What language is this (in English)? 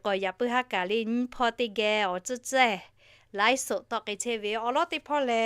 Lahu